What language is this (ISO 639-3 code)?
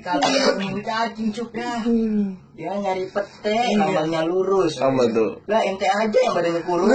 bew